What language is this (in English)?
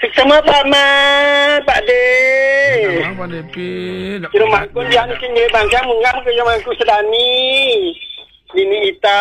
Balinese